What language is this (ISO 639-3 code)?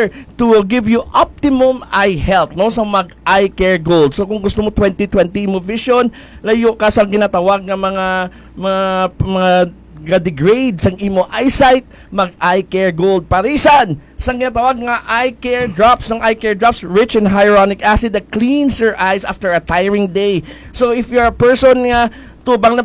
hil